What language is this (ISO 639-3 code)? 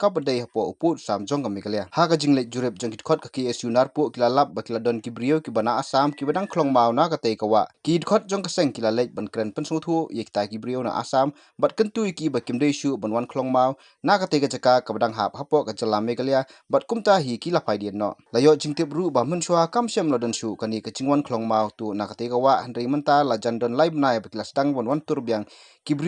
kha